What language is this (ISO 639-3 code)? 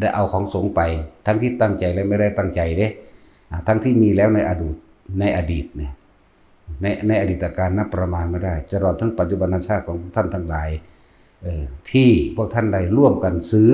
tts